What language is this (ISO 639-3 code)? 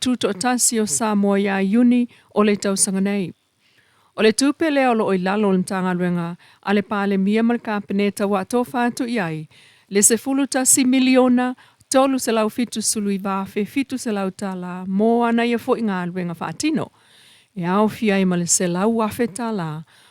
smo